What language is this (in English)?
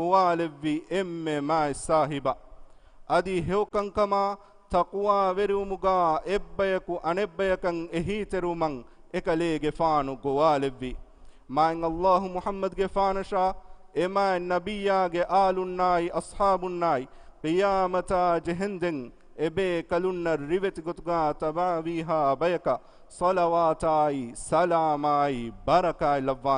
Divehi